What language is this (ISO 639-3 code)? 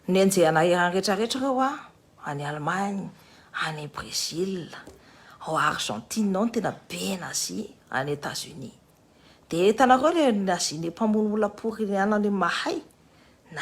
mlg